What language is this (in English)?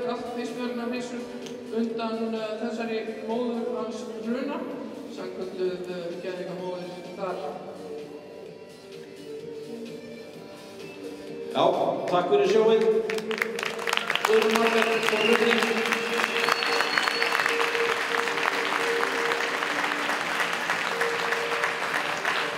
Icelandic